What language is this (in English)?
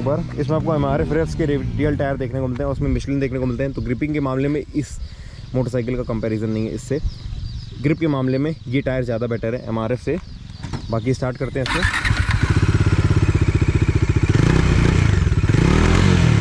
Hindi